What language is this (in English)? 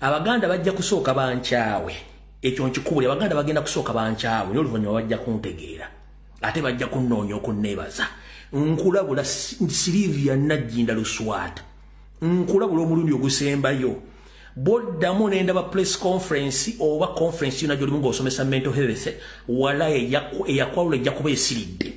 Ganda